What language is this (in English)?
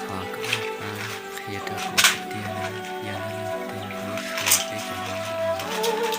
Hmong